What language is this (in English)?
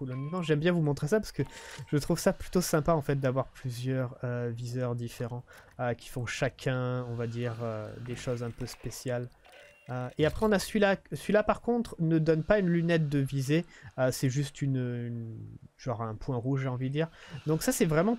French